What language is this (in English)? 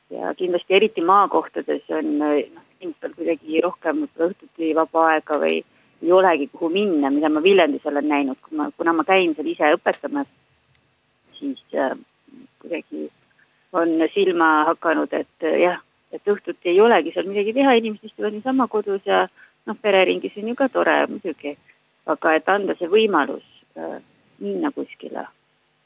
Estonian